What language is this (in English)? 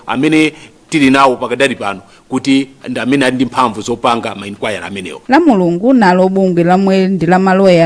Nyanja